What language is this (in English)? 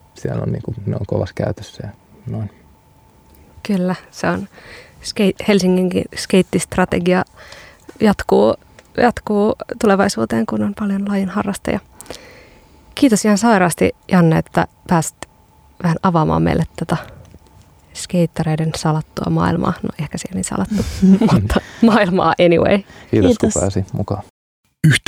Finnish